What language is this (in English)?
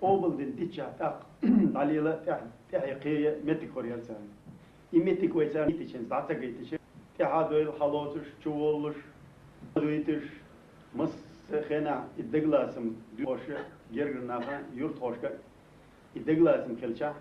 Chechen